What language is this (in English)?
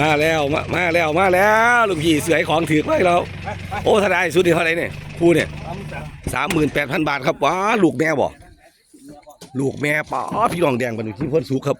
Northeastern Thai